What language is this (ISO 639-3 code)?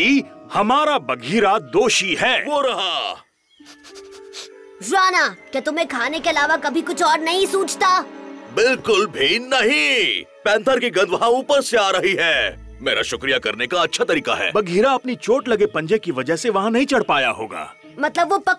hin